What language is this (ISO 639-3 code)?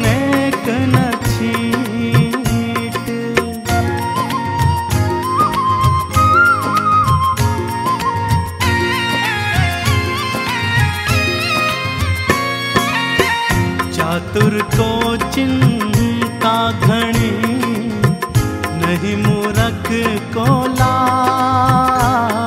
hin